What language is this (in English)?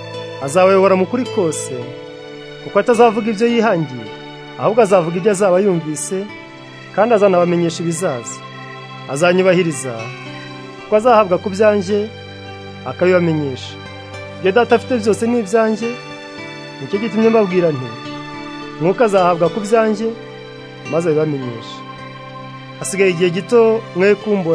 Kinyarwanda